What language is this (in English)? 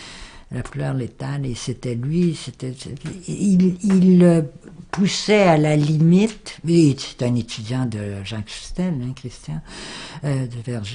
French